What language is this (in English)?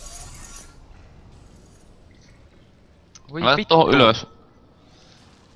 Finnish